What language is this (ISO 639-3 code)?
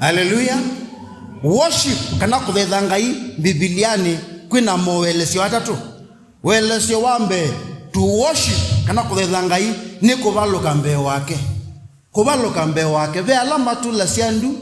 kam